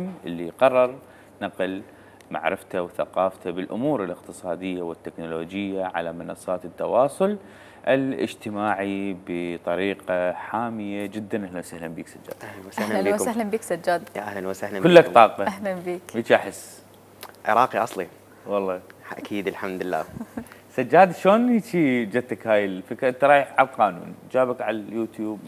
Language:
Mesopotamian Arabic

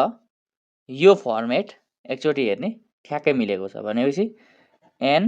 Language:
Nepali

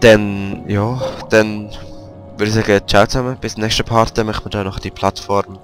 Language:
Swiss German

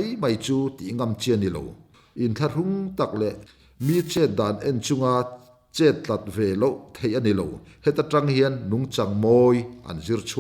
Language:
Mizo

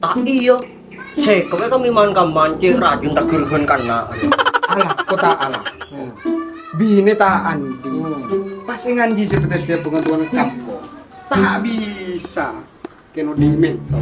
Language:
Madurese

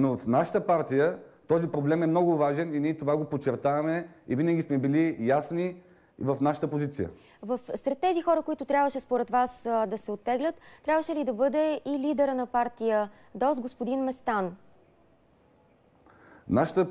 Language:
Bulgarian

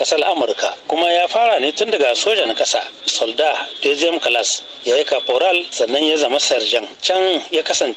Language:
Hausa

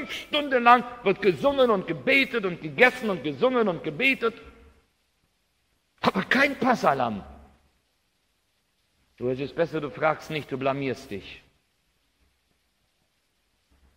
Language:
German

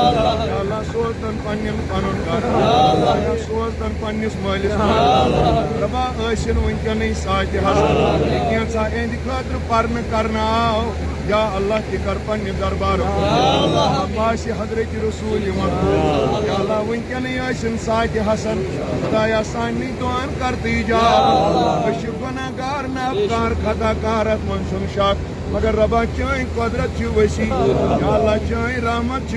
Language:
Kashmiri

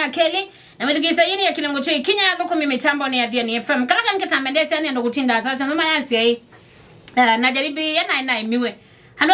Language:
Kamba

